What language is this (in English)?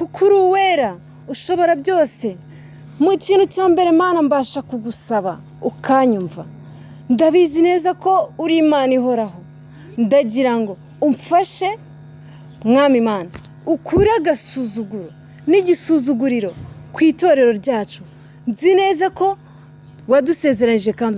Kinyarwanda